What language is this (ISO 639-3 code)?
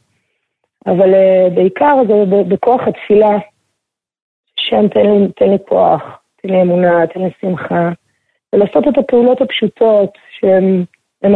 heb